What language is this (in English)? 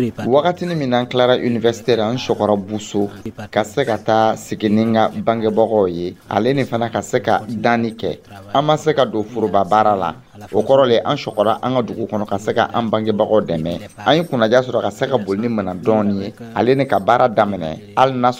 Dyula